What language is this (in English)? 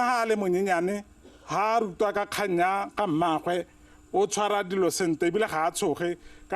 Tswana